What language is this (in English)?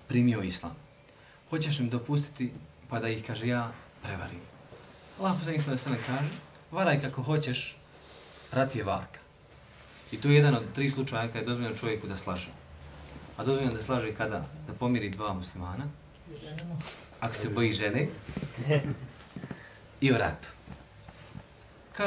Bosnian